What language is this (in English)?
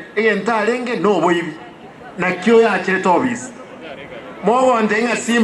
Gusii